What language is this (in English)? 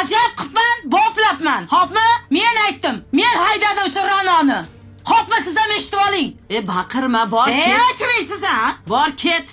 Uzbek